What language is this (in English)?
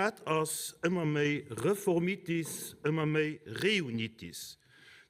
Luxembourgish